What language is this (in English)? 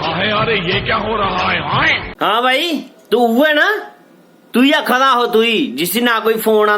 Dogri